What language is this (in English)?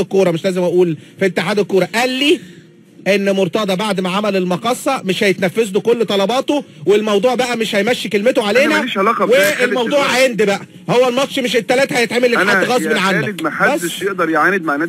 Egyptian Arabic